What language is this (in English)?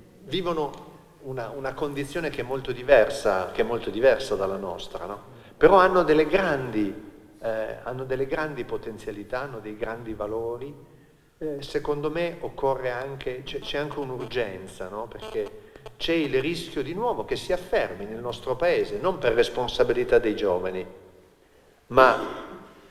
Italian